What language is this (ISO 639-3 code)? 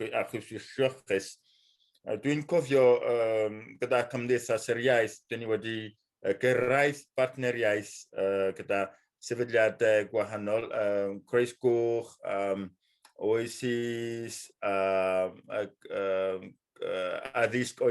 cym